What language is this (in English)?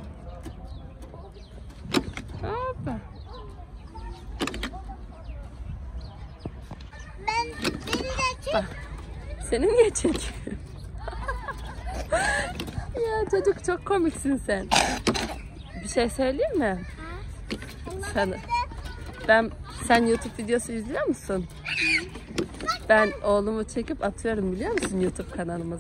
Turkish